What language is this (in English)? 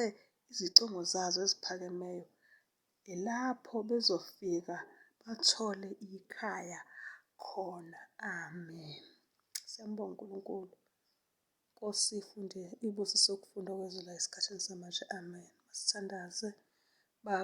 Zulu